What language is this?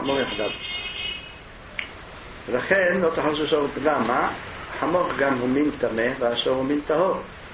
Hebrew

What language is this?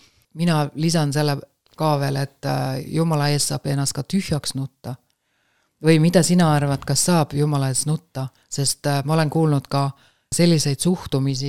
Estonian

